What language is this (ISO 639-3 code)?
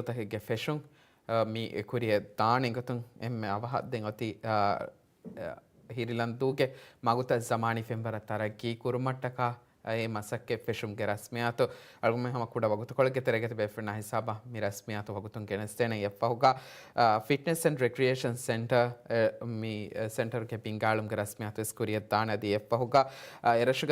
div